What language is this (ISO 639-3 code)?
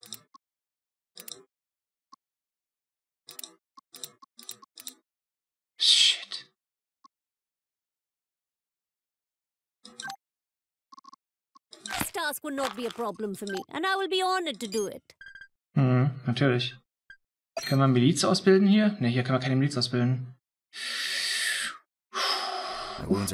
deu